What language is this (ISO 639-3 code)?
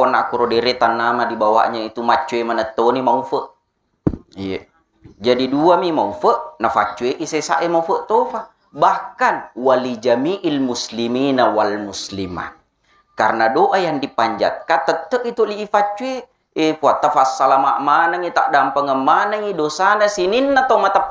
bug